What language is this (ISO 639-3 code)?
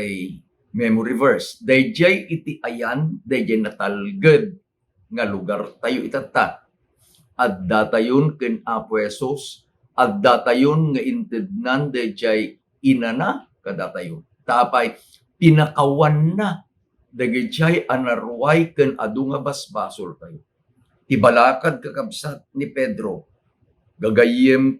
ilo